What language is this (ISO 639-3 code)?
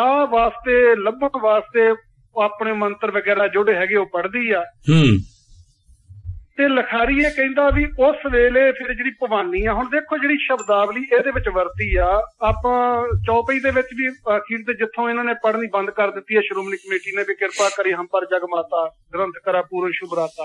pan